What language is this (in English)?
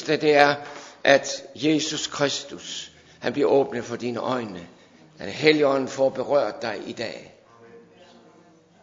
Danish